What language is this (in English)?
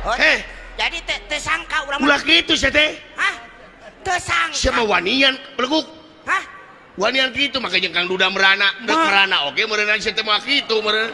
Sundanese